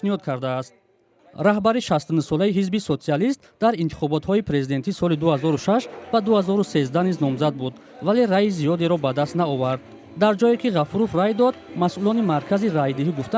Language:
Tajik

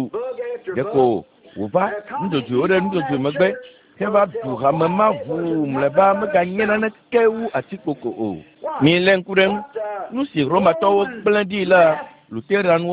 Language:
Ewe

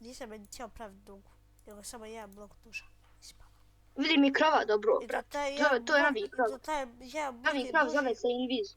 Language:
Bosnian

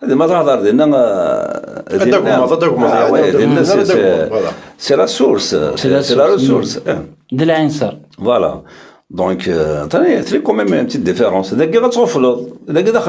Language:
Kabyle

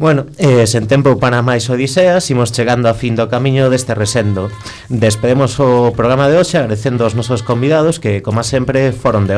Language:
Galician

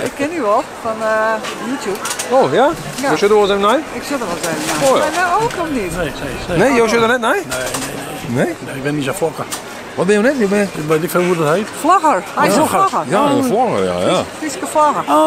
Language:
Western Frisian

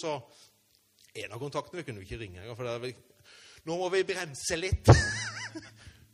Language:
Norwegian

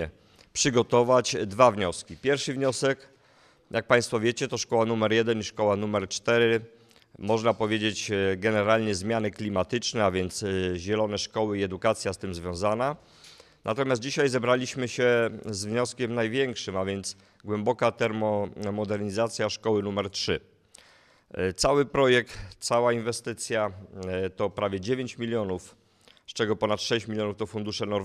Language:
Polish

